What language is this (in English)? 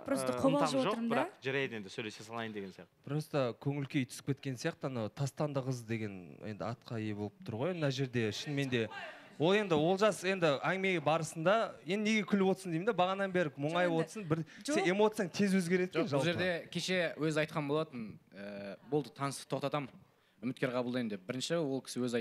Kazakh